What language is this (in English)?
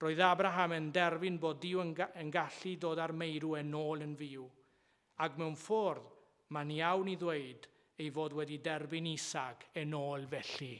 Welsh